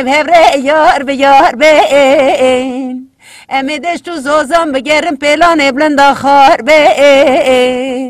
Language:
Kurdish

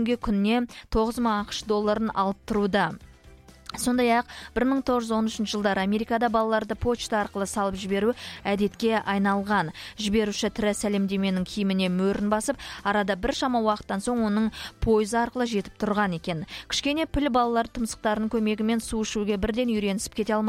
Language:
Kazakh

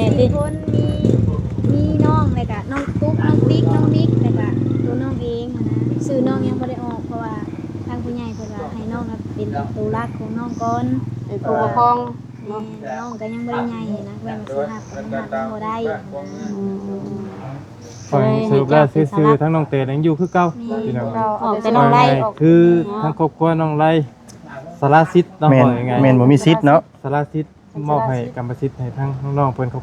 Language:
Lao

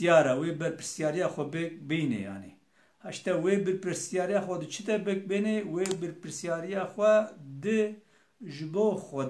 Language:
Kurdish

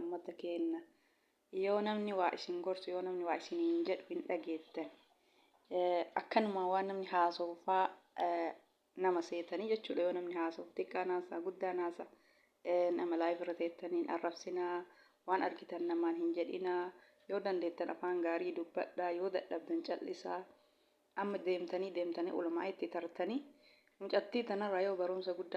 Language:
Oromo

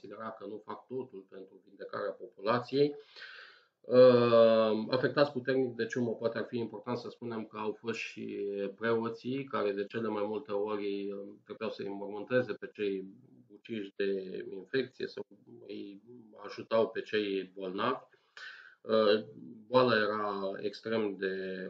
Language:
Romanian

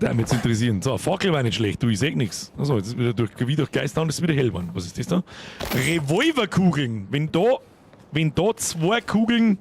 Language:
Bavarian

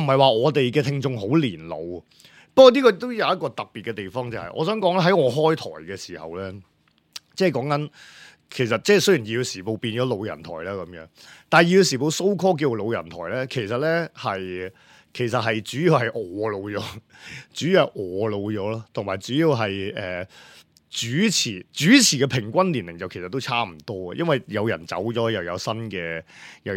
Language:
Cantonese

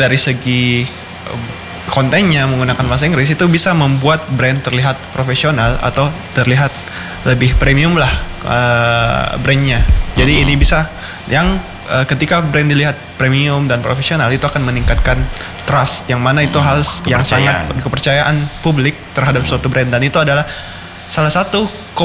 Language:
Indonesian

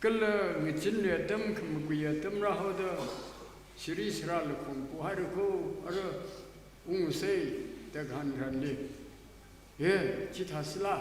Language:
Tangkhul Naga (India)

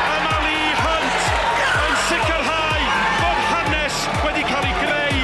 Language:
Welsh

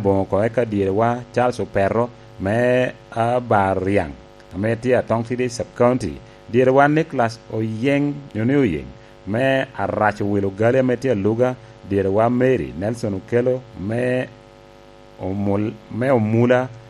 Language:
Lango (Uganda)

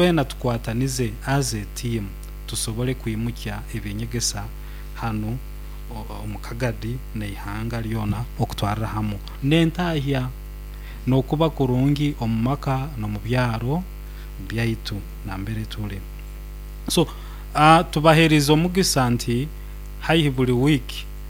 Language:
Nyoro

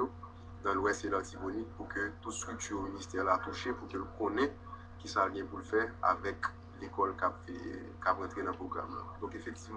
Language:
Haitian Creole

